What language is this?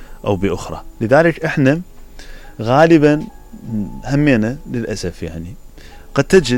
Mesopotamian Arabic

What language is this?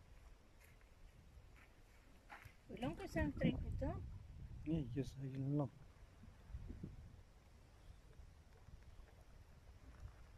Afrikaans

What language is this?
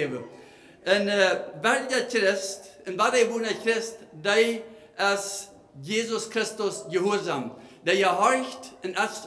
Plautdietsch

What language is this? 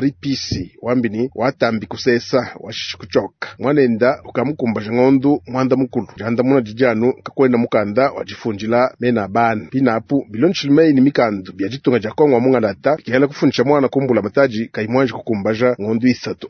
Luba-Lulua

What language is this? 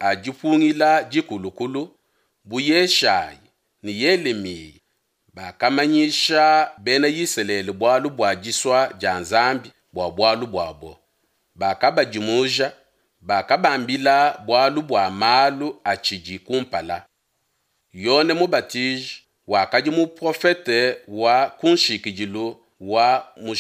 Luba-Lulua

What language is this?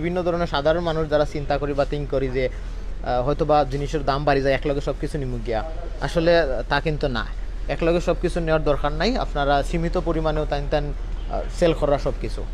Sylheti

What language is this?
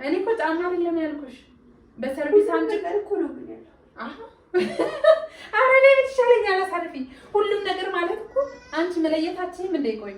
Amharic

